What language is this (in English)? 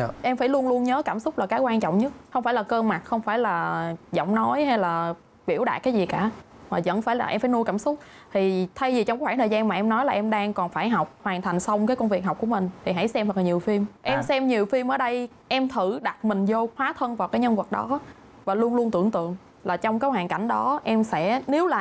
Vietnamese